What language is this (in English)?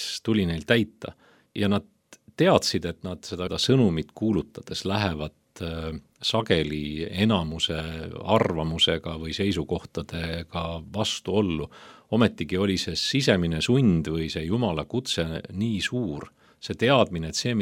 Estonian